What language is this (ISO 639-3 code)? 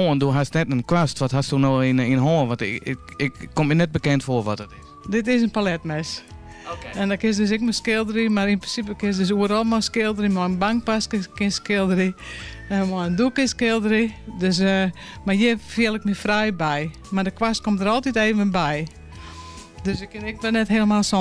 fry